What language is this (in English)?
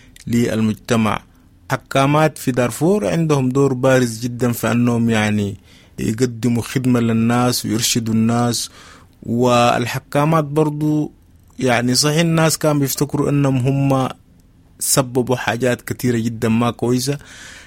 Sudanese Arabic